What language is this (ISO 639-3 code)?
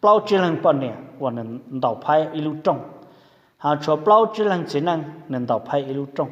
hmn